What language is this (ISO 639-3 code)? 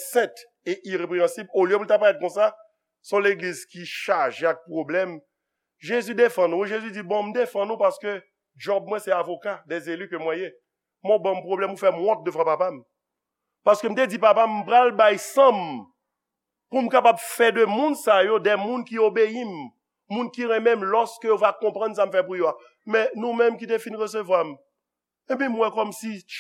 hat